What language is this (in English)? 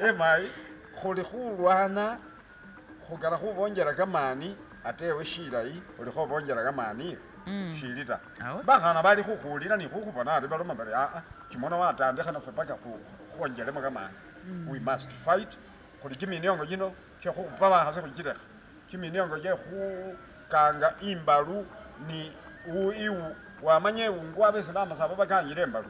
Masaaba